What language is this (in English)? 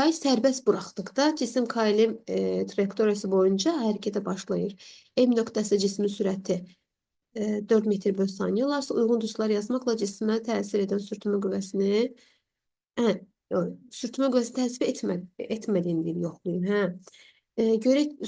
Azerbaijani